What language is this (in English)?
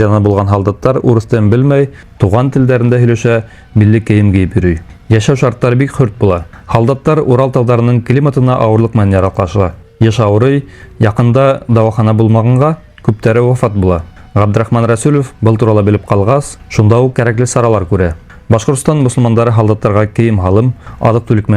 Bashkir